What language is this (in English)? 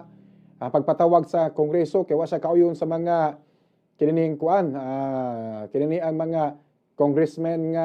Cebuano